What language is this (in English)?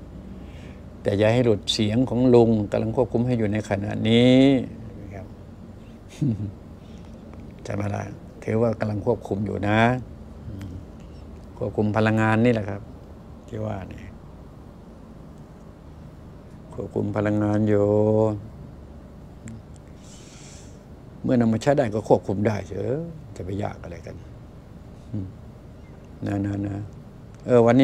Thai